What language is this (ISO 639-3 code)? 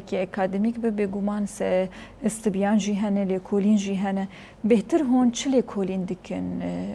kur